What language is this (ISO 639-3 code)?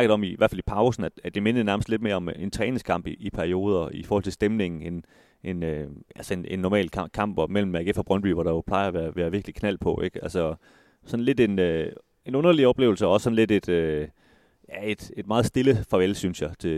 dan